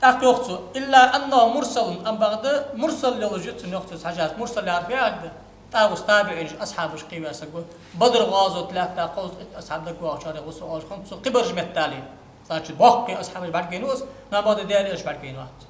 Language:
Ingush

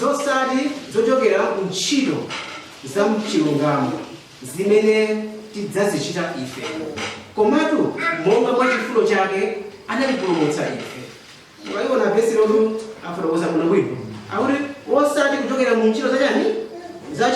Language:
Nyanja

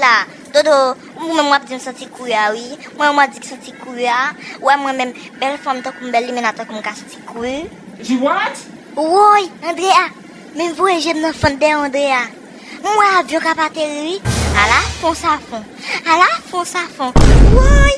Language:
Haitian Creole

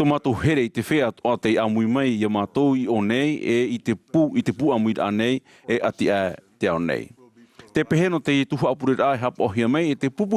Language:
Tahitian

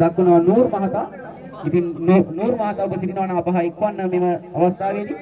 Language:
Sinhala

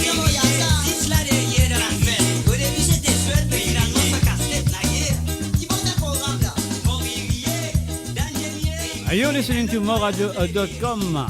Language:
Morisyen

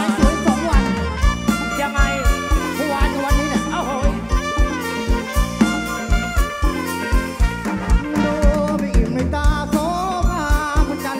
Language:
Thai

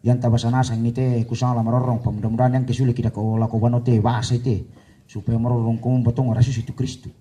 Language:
Toraja-Sa'dan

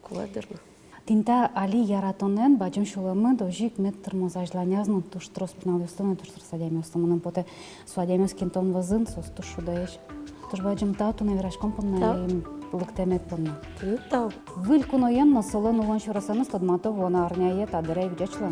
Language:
Udmurt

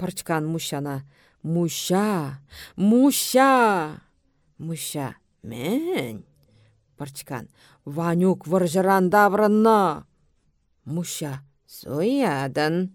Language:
Chuvash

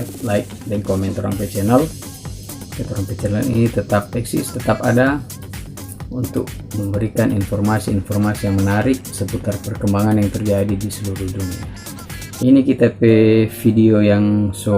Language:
Manado Malay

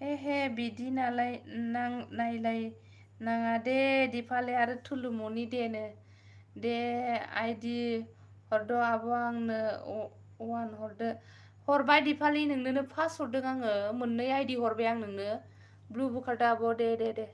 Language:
Bodo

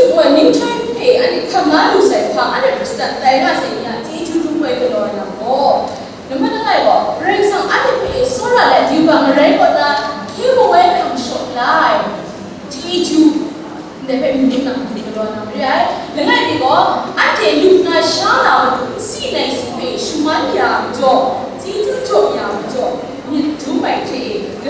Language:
Kachin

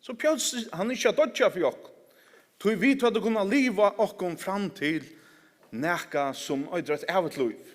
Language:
Faroese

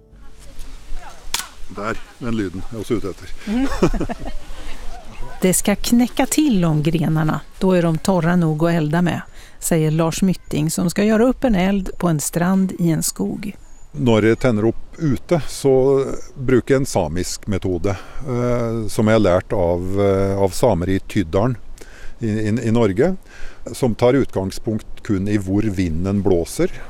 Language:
Swedish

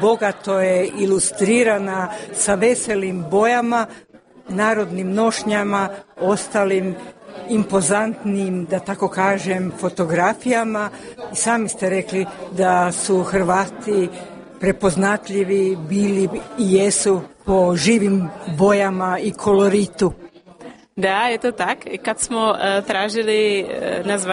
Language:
Croatian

